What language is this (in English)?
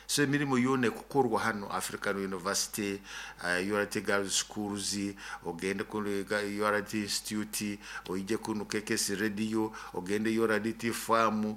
Nyoro